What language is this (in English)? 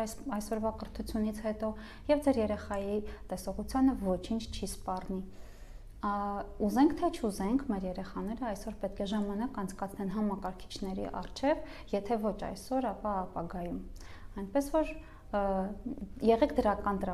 Armenian